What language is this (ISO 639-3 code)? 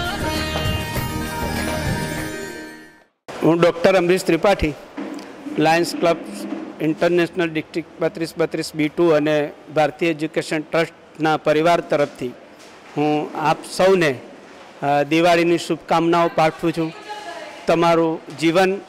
guj